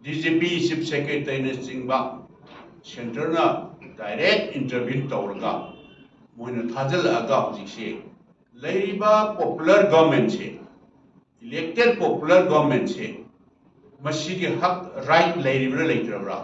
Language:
Manipuri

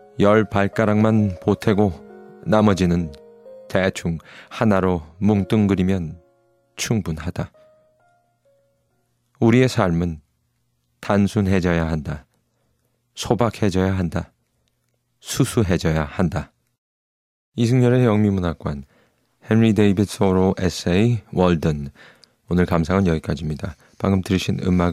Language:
Korean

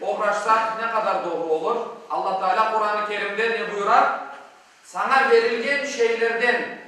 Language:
Crimean Tatar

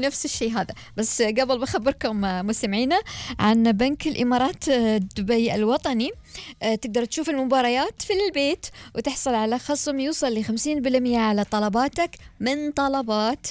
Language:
Gulf Arabic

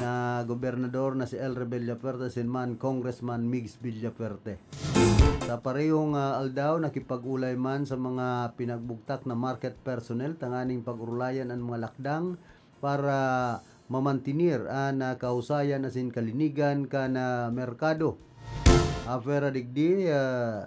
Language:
Bikol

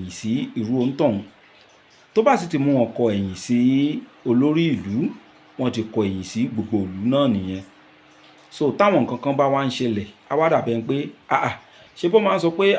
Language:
Yoruba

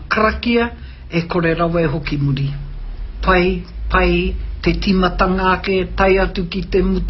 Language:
Māori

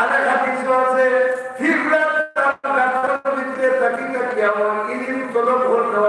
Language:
Sylheti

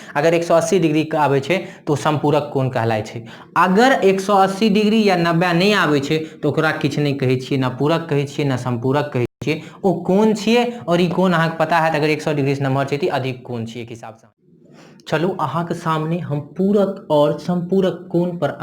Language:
Maithili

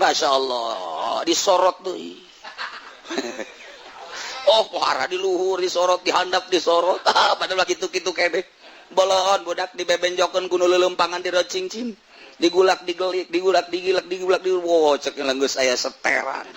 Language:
Sundanese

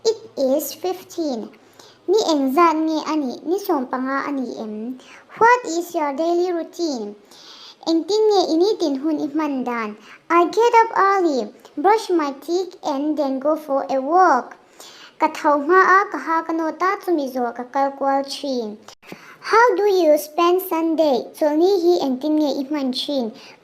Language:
Mizo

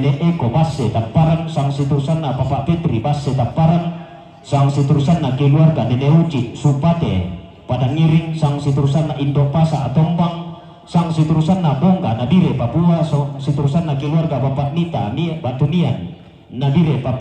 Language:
Toraja-Sa'dan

